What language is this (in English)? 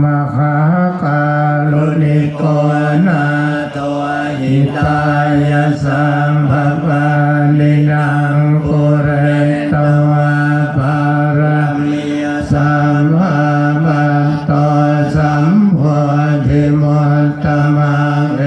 Pali